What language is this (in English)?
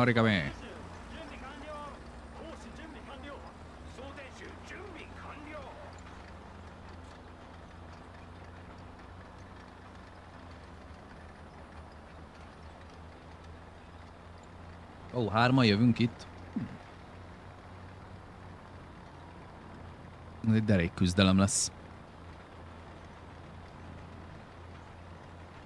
Hungarian